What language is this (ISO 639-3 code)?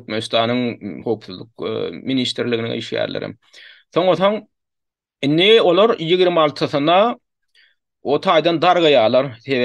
tuk